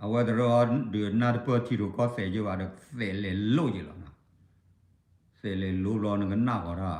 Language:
S'gaw Karen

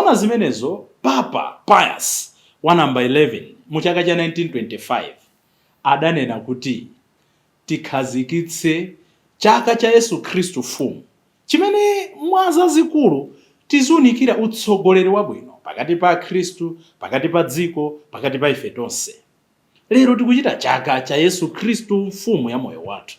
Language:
Nyanja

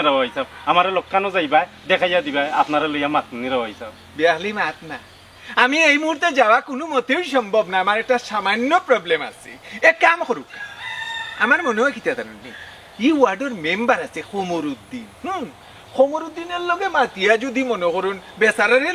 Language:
Sylheti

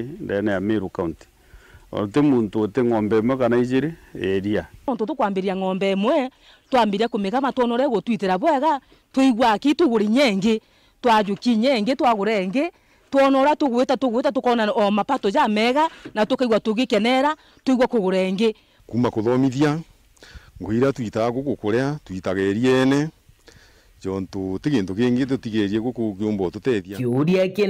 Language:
Meru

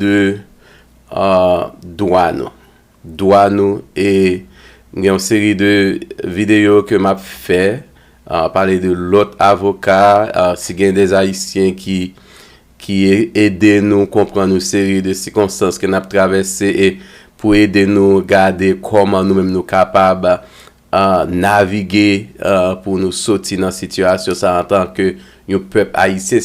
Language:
Haitian Creole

